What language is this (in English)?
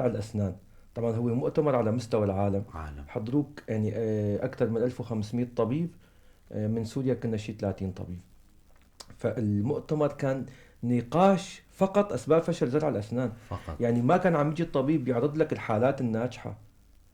North Levantine Arabic